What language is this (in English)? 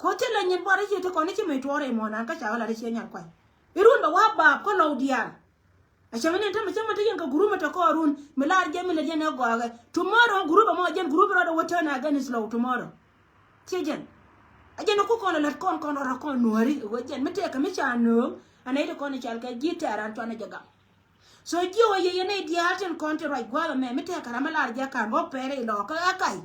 Nuer